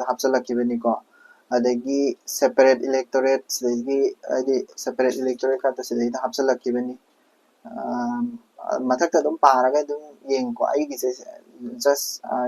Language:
Manipuri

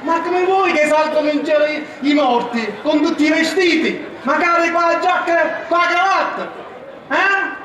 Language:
Sicilian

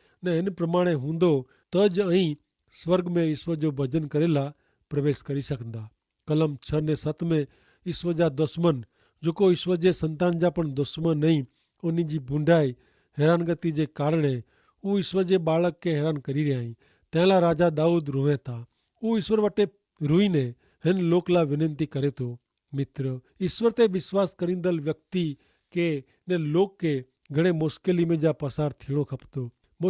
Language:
Kachhi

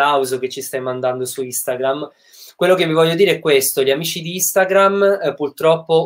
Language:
Italian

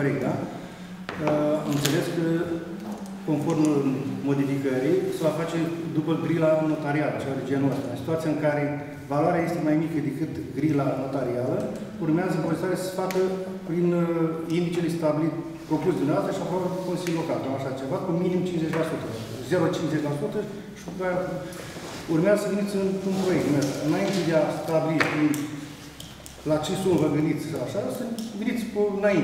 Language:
Romanian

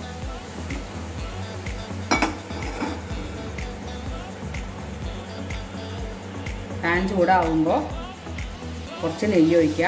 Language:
Malayalam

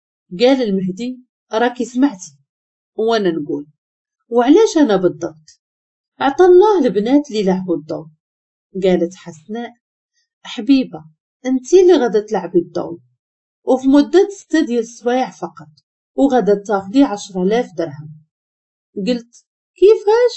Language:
Moroccan Arabic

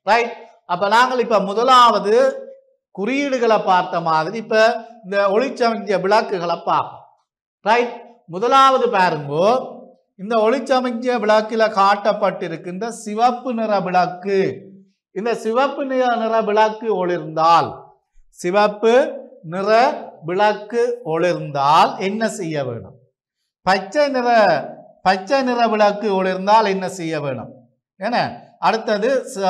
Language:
Tamil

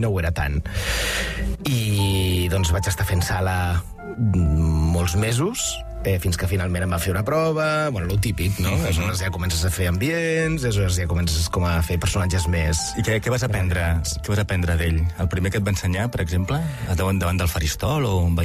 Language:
Catalan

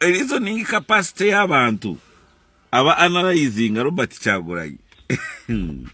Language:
Ganda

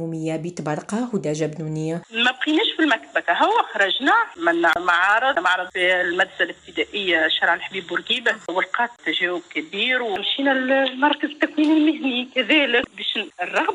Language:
Tunisian Arabic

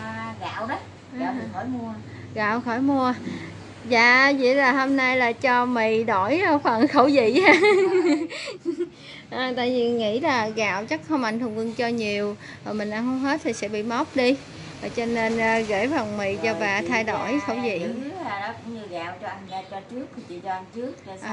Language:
Vietnamese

